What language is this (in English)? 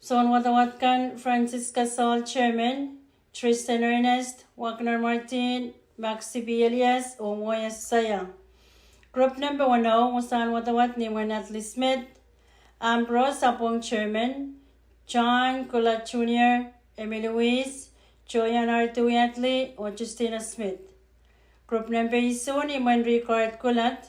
Pohnpeian